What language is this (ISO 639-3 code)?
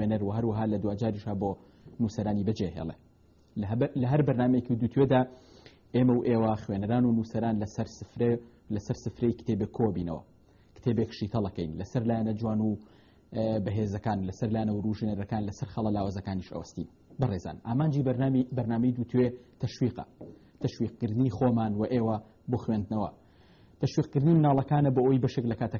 ckb